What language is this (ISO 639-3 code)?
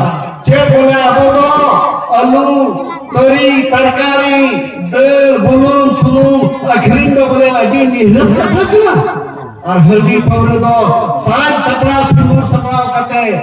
sat